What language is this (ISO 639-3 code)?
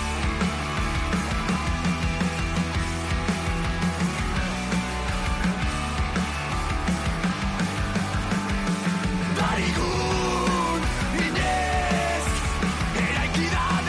eus